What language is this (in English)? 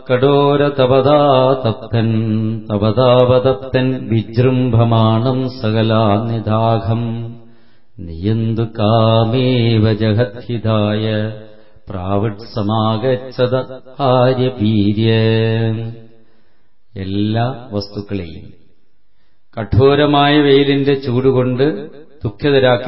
Malayalam